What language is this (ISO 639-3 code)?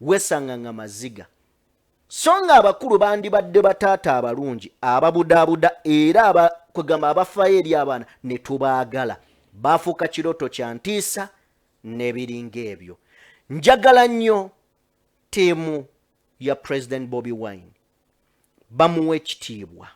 lug